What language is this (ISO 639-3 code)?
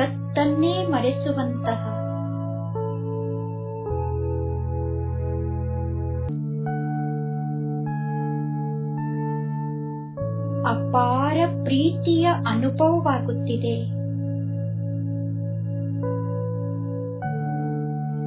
kan